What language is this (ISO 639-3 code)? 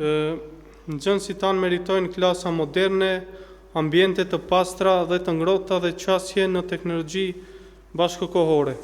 sqi